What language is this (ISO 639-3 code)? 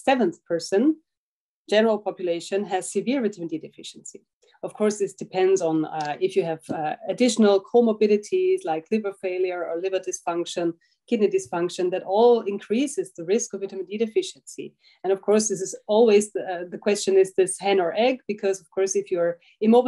eng